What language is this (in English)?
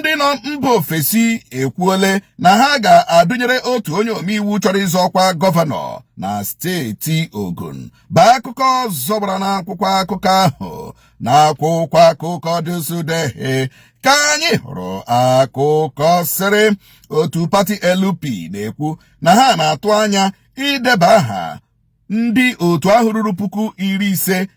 Igbo